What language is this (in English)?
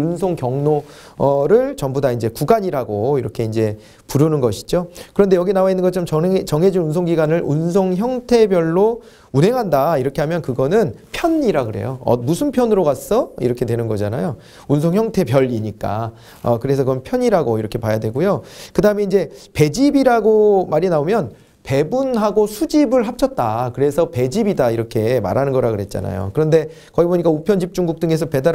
Korean